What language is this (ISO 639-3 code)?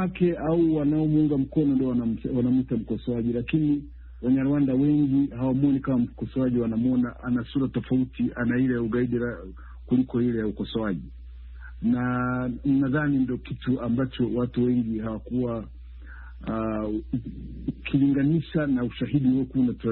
swa